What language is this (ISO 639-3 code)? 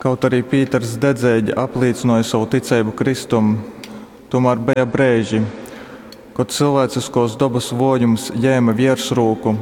ltg